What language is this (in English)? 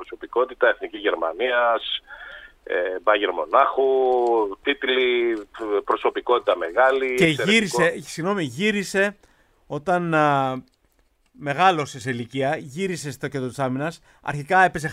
Greek